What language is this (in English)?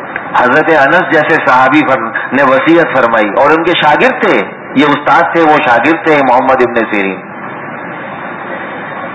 Urdu